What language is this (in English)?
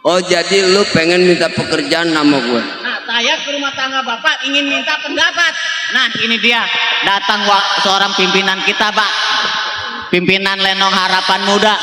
Betawi